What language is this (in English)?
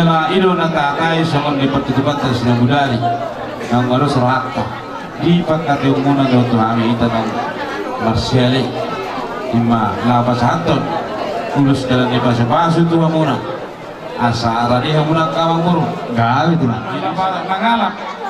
Batak Toba